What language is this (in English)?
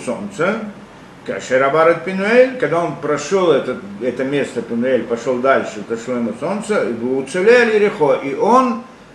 Russian